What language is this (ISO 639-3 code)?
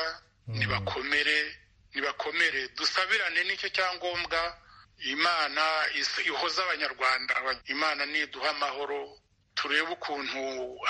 kin